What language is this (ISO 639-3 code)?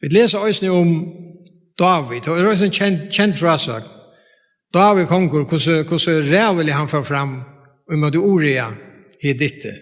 fao